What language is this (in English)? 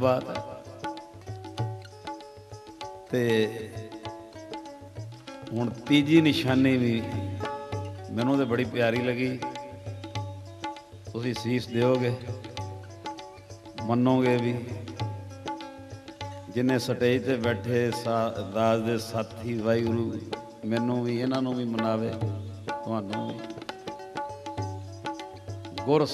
Punjabi